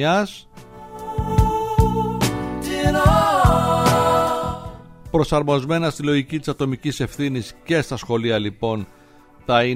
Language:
Greek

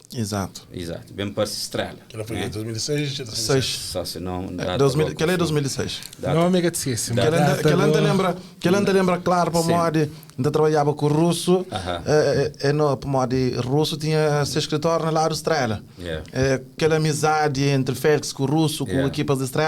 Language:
Kabuverdianu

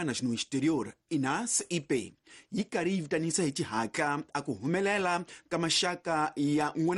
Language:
Tsonga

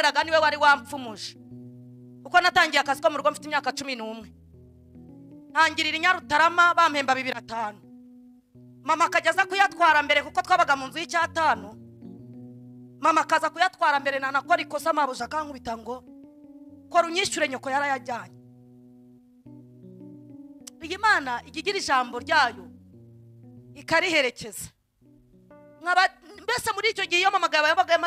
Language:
Kinyarwanda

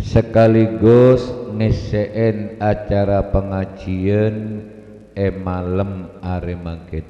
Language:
Madurese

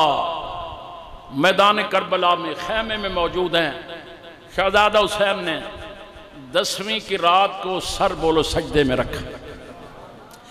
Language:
Urdu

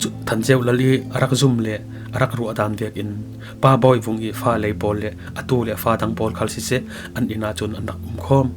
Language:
Falam Chin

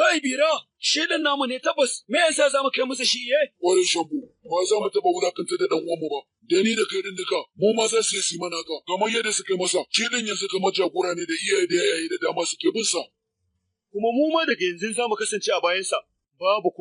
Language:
Hausa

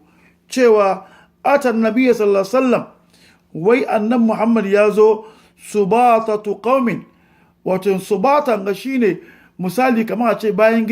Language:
Hausa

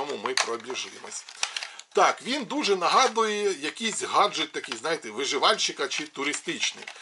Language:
Ukrainian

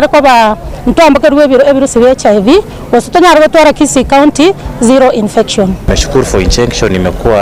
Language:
Gusii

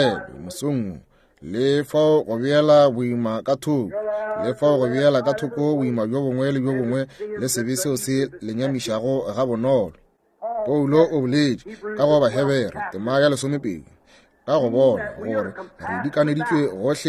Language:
Northern Sotho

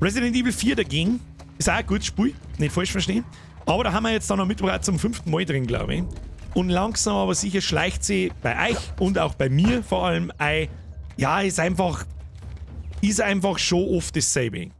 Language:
Bavarian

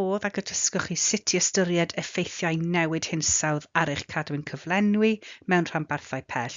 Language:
Welsh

